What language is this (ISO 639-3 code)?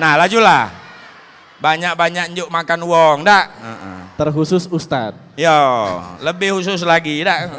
mui